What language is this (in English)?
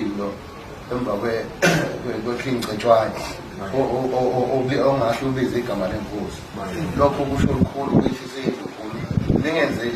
Zulu